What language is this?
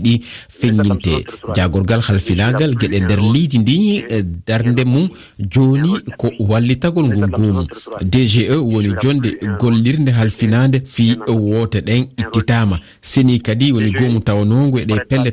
Fula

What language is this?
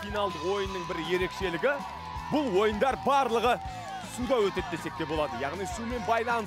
Kazakh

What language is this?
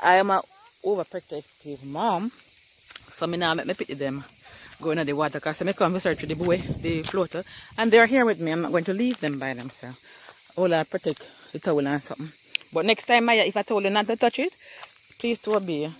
Jamaican Creole English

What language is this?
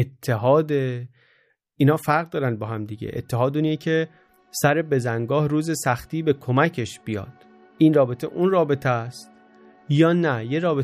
Persian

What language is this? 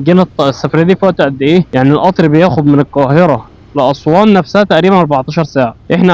Egyptian Arabic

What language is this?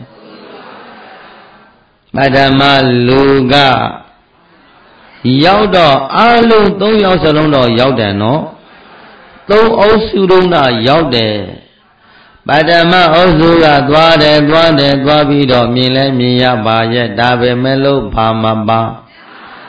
Burmese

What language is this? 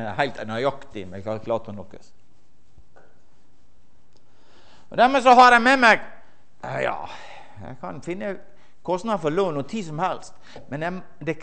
Norwegian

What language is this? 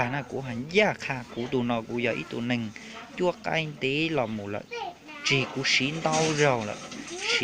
Hmong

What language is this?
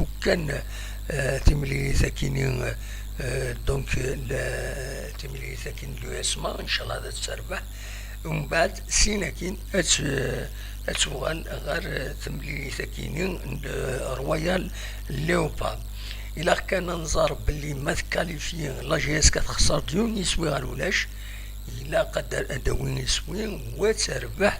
Kabyle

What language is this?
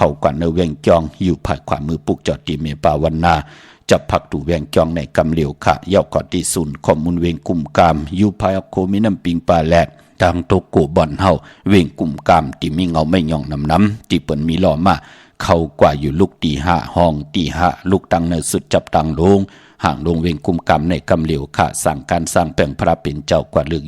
Shan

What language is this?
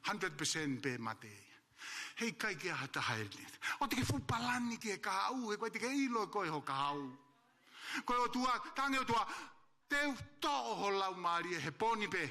Tongan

